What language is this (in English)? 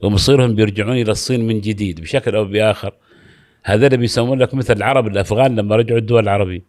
Gulf Arabic